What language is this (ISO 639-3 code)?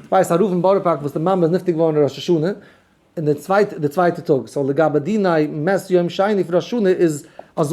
yid